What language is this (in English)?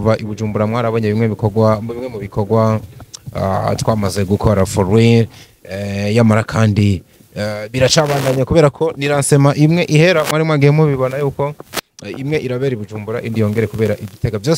Rundi